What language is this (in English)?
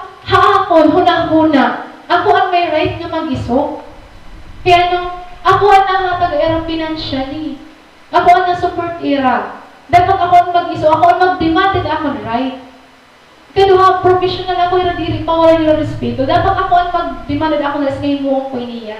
Waray